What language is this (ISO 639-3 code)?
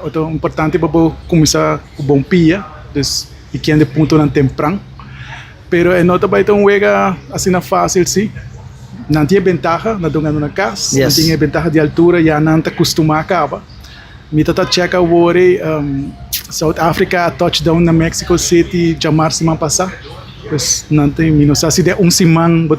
pap